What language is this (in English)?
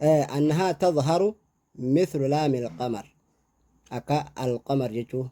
Oromo